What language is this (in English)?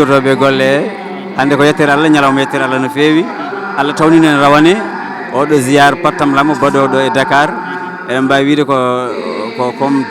Fula